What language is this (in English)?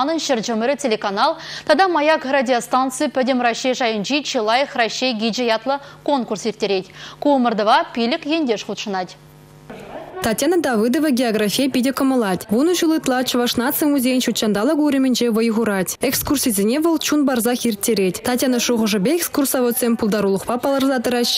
Chuvash